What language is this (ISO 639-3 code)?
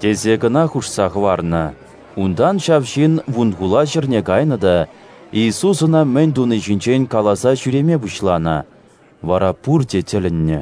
chv